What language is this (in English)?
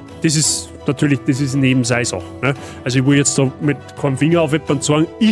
Bavarian